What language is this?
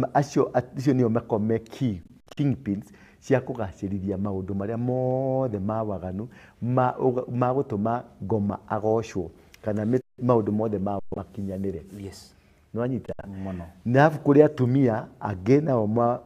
Kikuyu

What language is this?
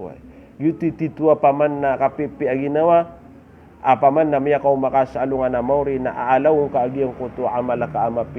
Maranao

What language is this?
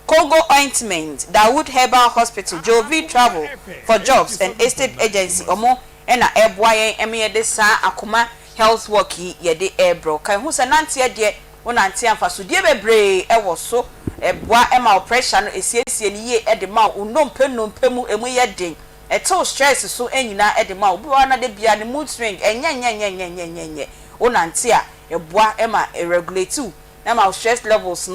Akan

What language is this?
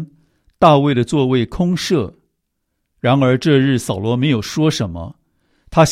Chinese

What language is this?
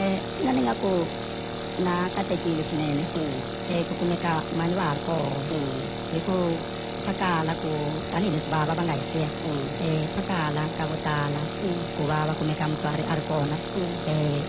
Tsonga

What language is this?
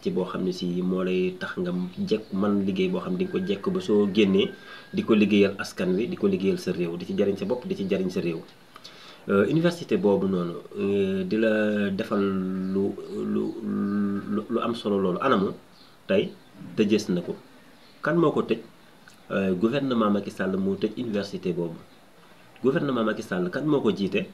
Wolof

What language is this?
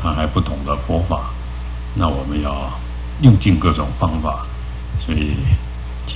Chinese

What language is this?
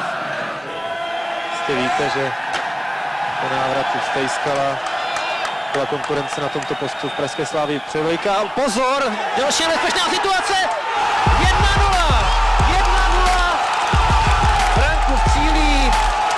Czech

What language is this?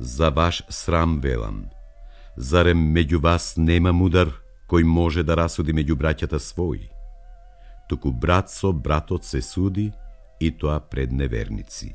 Macedonian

